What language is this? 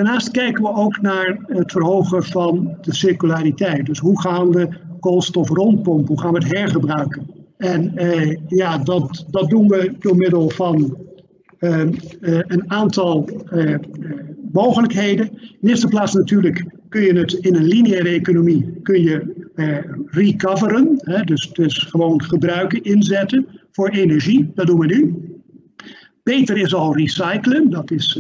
Dutch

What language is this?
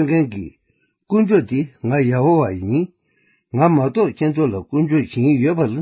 Tibetan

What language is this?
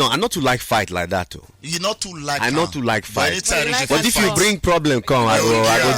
Nigerian Pidgin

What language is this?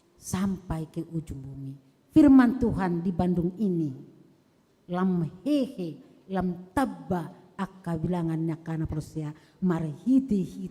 Batak Toba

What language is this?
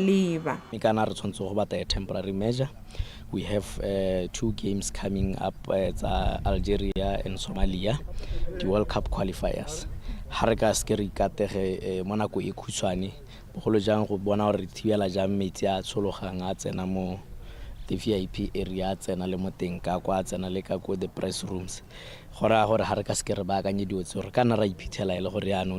Tswana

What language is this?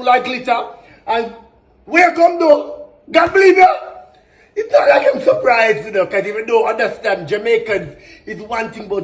Jamaican Creole English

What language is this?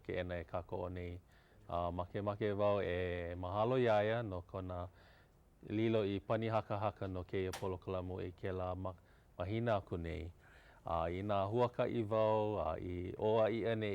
Hawaiian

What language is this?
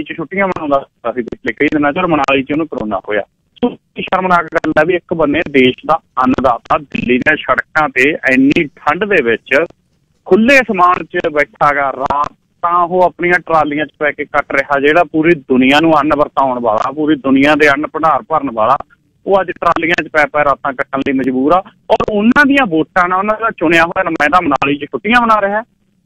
Punjabi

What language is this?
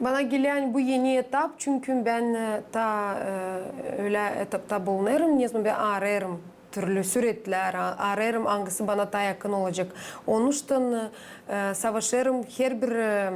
Gagauz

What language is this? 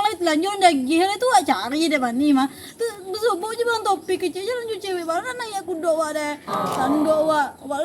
Minangkabau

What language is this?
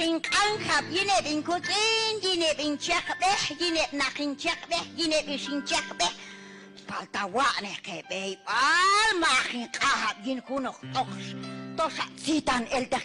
Q'anjob'al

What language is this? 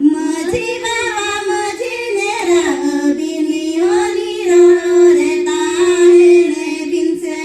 Santali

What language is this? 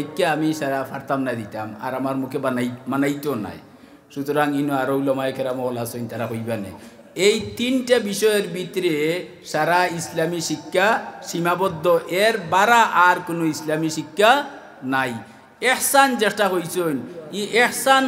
Sylheti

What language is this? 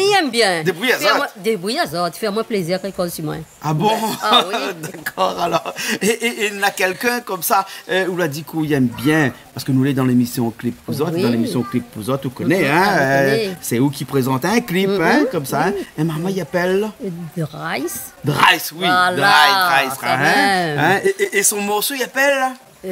Réunion Creole French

